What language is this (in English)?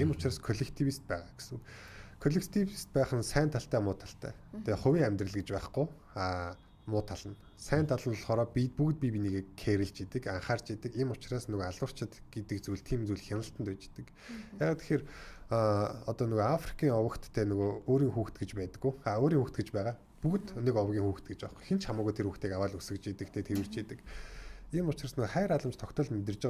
Mongolian